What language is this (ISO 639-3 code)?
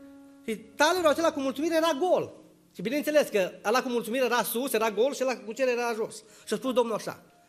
ron